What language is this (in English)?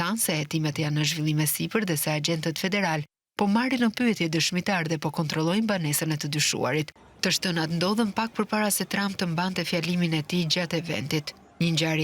Albanian